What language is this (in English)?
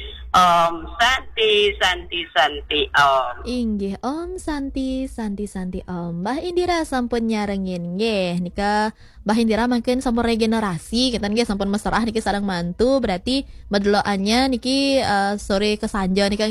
Balinese